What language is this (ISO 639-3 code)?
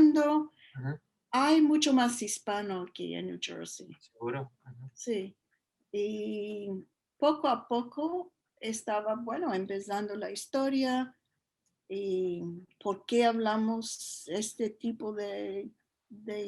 lad